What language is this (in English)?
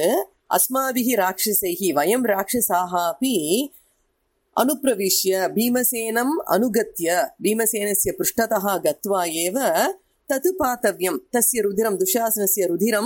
Sanskrit